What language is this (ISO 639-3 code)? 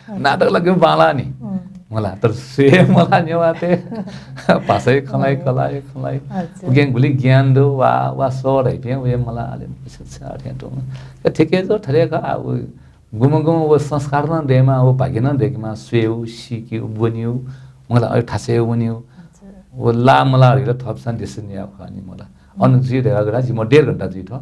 new